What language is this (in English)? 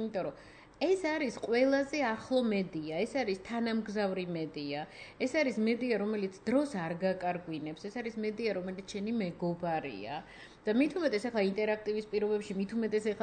Georgian